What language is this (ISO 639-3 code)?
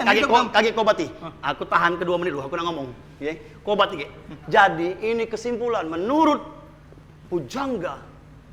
mui